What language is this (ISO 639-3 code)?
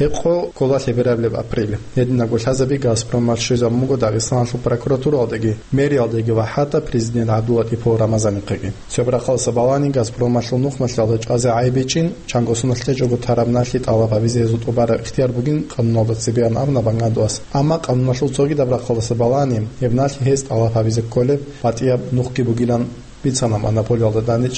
ava